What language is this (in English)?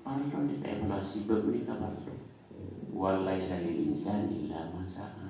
Madurese